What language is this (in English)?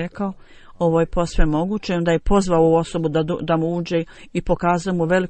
Bosnian